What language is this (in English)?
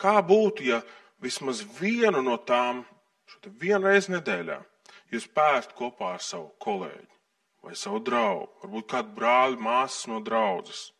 Latvian